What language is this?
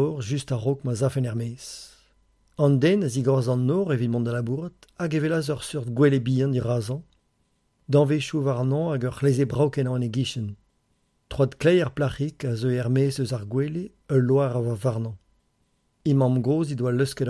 Breton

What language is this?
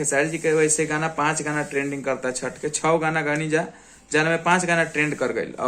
Bhojpuri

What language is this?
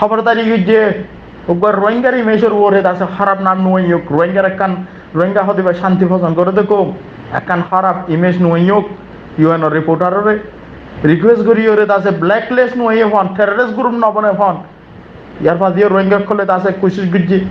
Rohingya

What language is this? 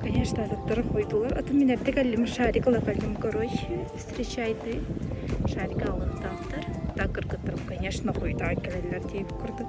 Yakut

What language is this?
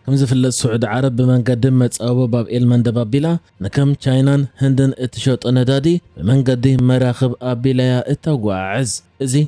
Tigrinya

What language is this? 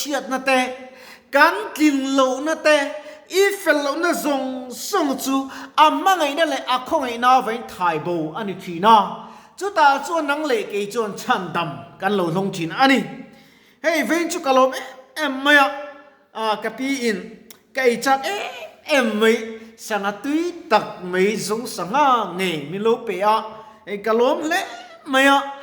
Mizo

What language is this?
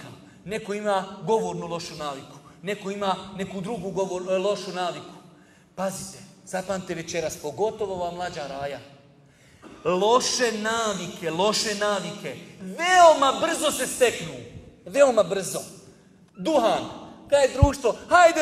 Bosnian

